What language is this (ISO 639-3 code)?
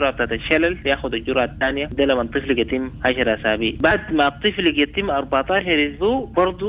apd